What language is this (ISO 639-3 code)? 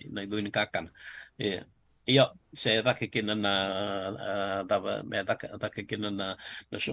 fij